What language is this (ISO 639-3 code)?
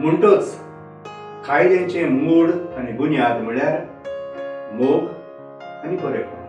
kok